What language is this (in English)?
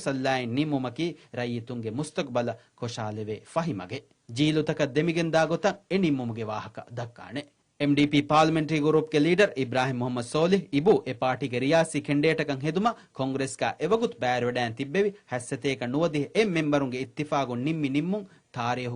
Divehi